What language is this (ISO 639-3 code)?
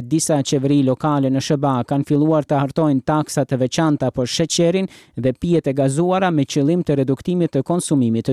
sqi